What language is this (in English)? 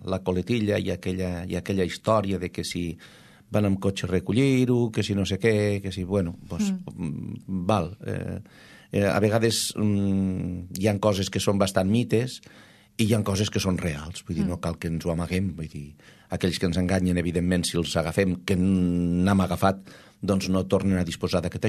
Catalan